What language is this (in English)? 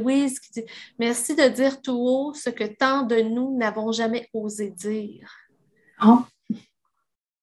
French